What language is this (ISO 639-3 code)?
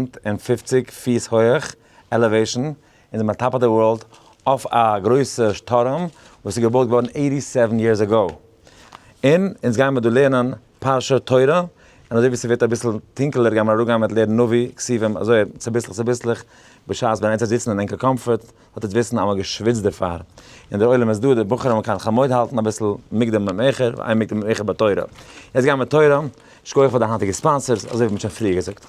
yid